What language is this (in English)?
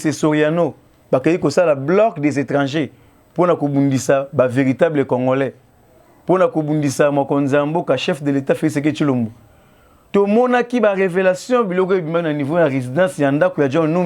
Lingala